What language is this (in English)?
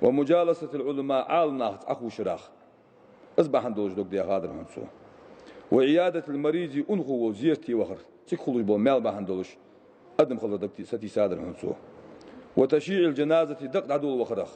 Ingush